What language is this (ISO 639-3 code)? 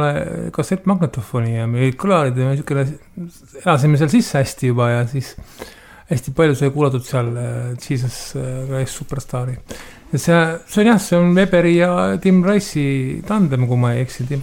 est